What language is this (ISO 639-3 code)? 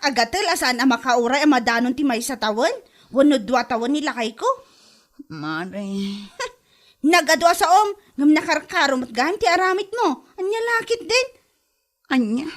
ilo